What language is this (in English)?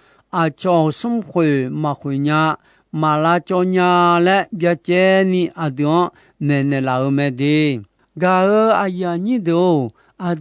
Akha